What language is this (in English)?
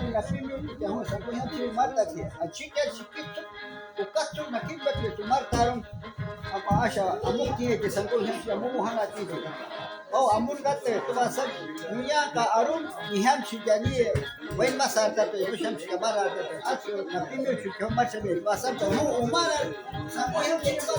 Shuar